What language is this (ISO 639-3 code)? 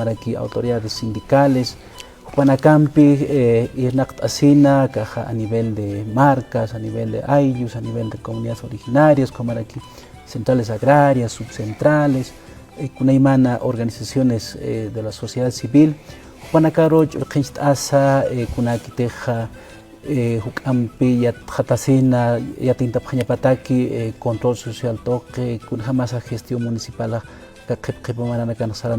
aym